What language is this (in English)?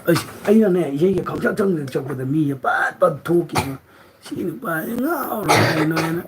Manipuri